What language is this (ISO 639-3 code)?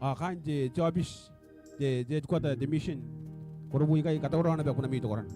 gil